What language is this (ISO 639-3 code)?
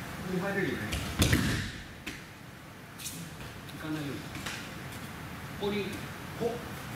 jpn